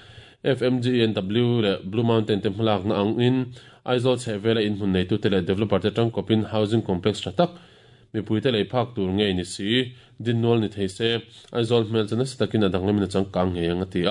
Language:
Mizo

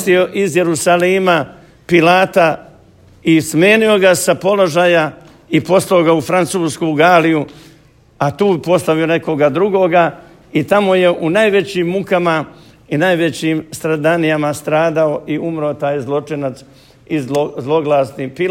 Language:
Serbian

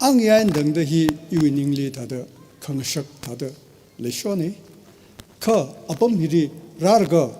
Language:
Tangkhul Naga (India)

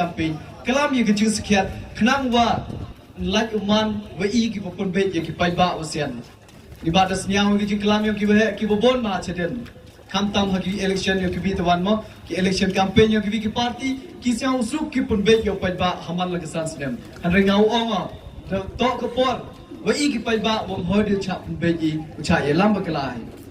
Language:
Pnar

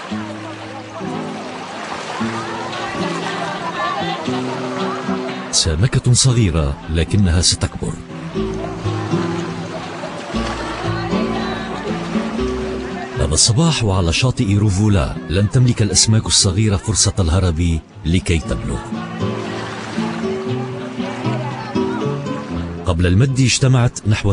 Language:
Arabic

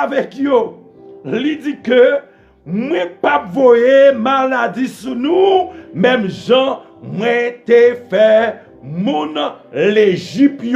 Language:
Haitian Creole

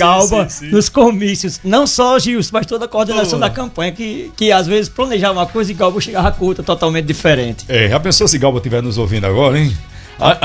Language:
Portuguese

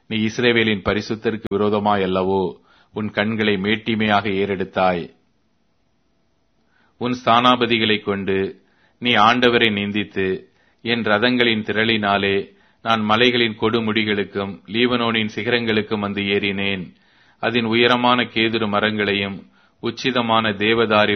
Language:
Tamil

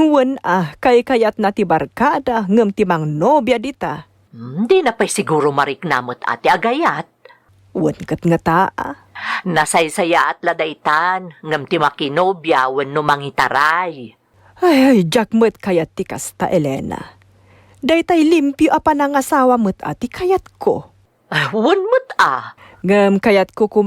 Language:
Iloko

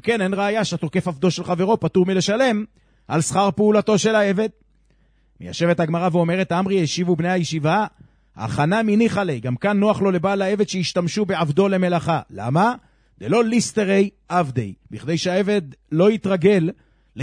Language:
Hebrew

